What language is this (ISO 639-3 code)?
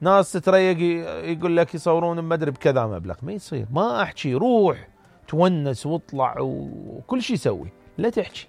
acm